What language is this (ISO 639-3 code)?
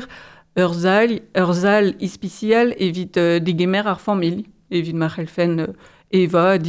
bre